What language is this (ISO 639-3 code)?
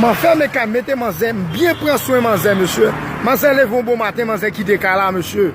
hat